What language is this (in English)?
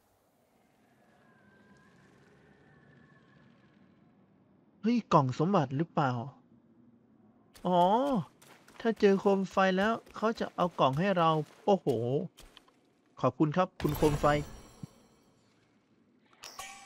Thai